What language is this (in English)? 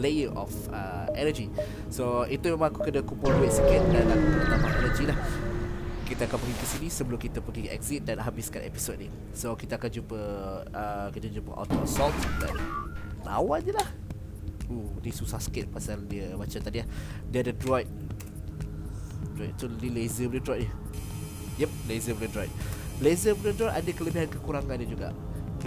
Malay